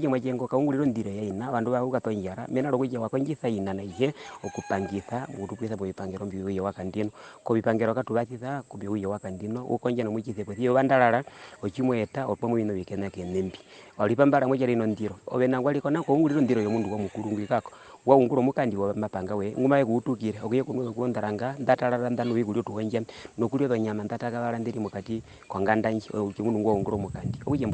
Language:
Herero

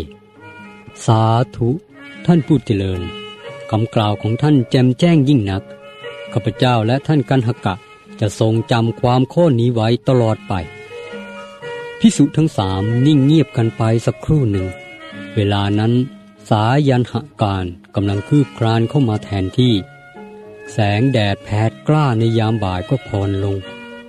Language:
Thai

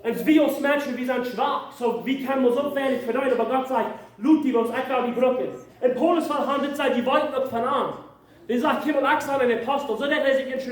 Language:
Plautdietsch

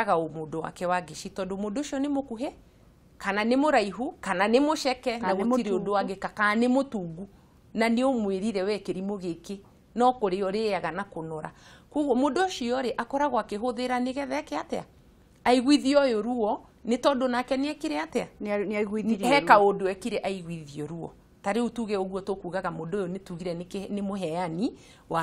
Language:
Kikuyu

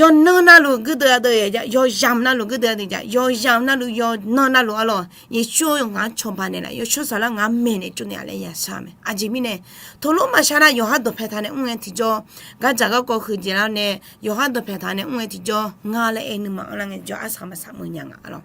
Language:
Akha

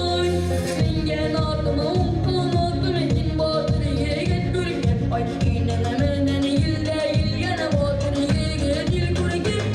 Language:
Bashkir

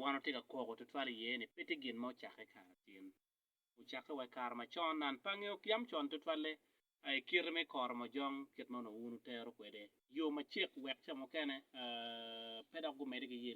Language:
Acoli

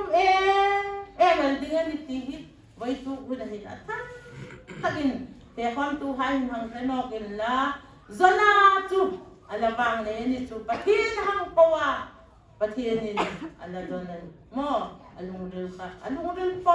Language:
Hmar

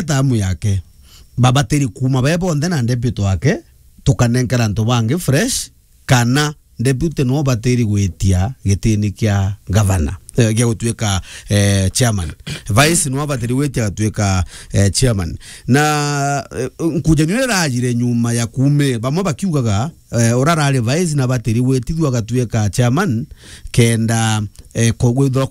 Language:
Meru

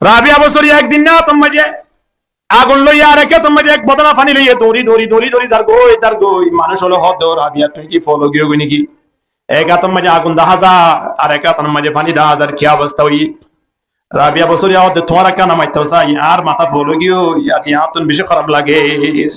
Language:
Rohingya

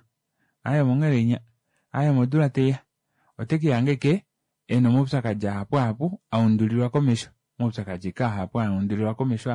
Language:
Kuanyama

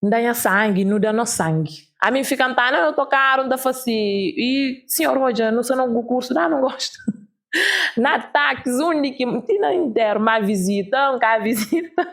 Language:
Kabuverdianu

